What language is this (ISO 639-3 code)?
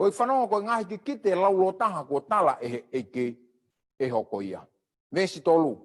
ton